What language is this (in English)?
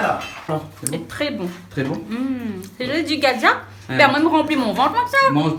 Réunion Creole French